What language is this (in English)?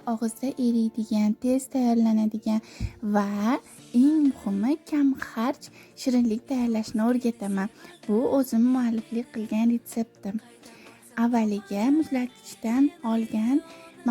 Uzbek